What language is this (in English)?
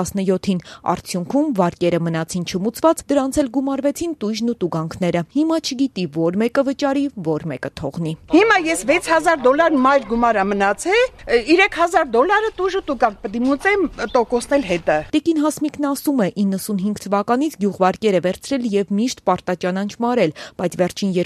Armenian